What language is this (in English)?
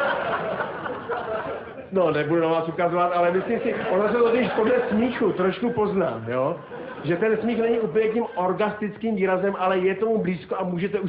Czech